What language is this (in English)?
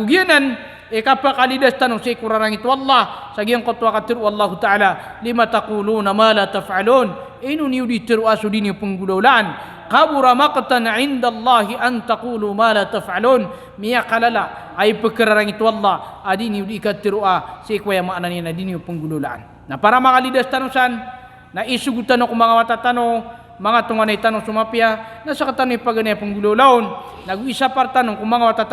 Maranao